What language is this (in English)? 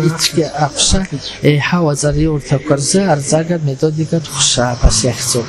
Abkhazian